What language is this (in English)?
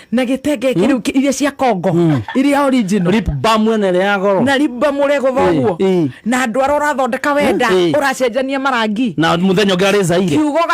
Kikuyu